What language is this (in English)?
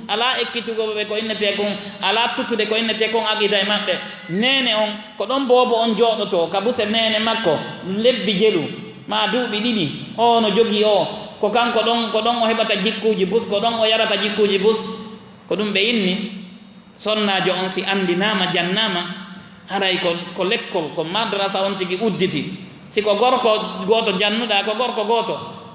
Fula